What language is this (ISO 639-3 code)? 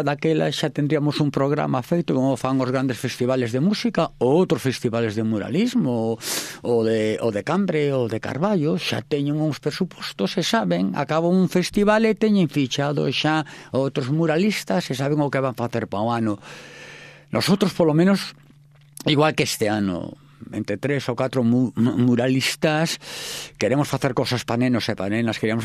glg